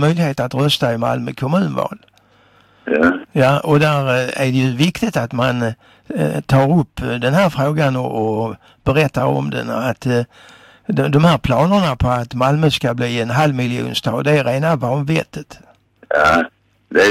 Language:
Swedish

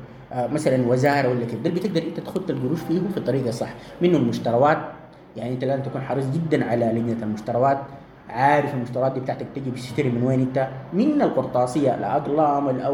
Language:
Sudanese Arabic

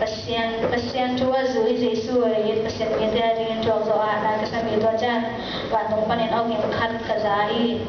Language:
Tedim Chin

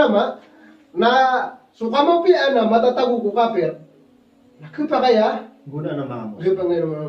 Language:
Maranao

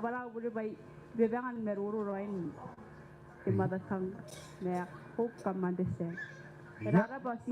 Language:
Gilbertese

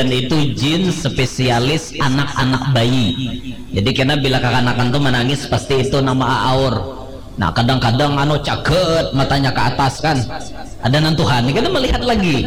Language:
Banjar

